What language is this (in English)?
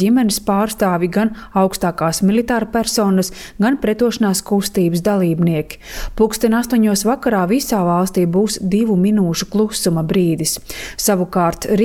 Latvian